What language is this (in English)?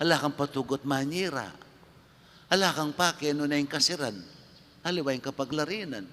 Pampanga